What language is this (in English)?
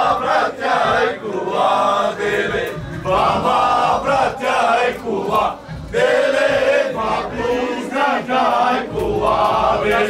Bulgarian